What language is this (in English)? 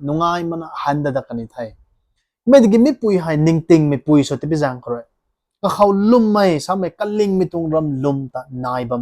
Rongmei Naga